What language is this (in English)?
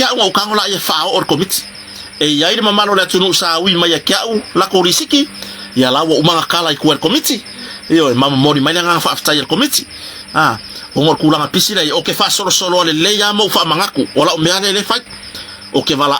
Samoan